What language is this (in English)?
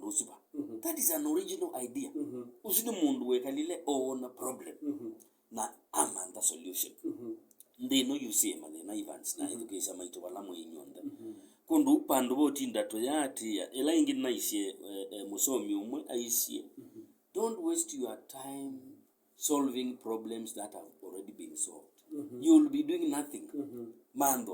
Kamba